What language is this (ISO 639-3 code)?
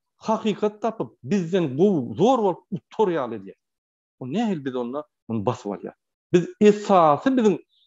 tuk